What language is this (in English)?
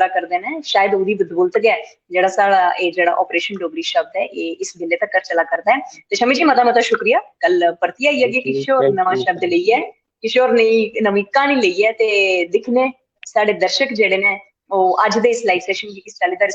Dogri